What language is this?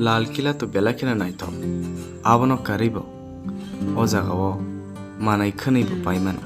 Kok Borok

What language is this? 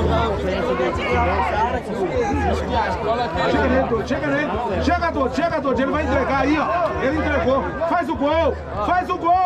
Portuguese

